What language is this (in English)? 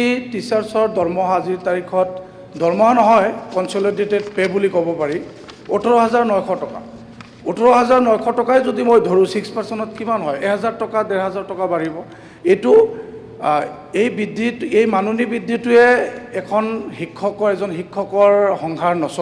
Assamese